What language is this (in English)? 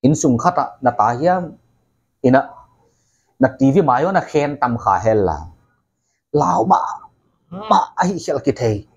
Paite Chin